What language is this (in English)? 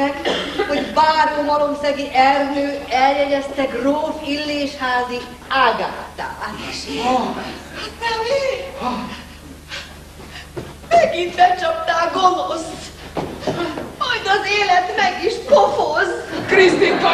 Hungarian